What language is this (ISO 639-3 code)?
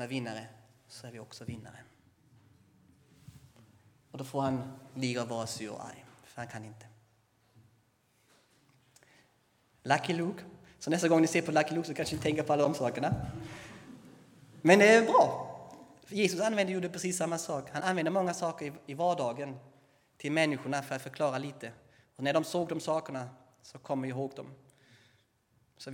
swe